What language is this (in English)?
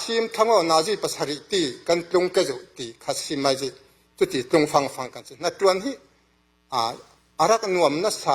Falam Chin